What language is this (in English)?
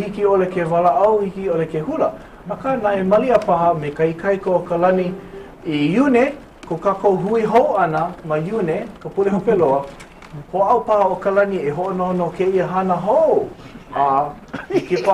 Hawaiian